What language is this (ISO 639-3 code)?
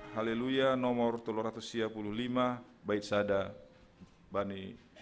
bts